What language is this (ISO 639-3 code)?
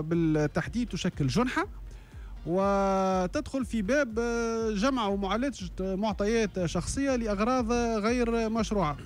aeb